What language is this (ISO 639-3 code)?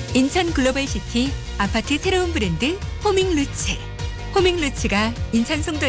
kor